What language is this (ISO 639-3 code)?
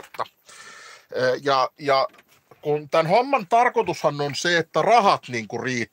fin